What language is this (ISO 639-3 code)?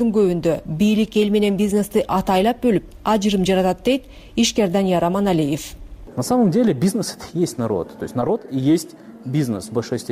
kir